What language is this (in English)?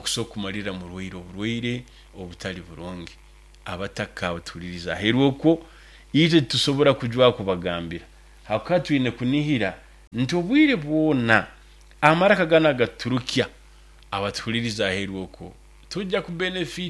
Nyoro